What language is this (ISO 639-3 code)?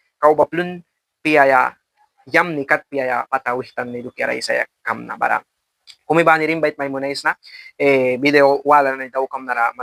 miq